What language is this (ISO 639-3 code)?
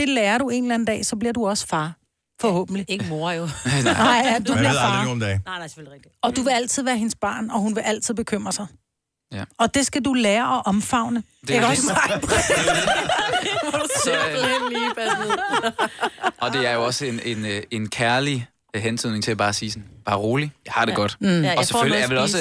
dan